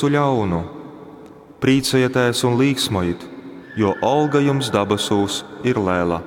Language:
Latgalian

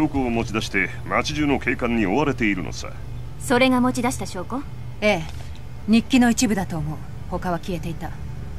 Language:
Japanese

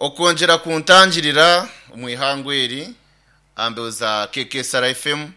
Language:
Nyankole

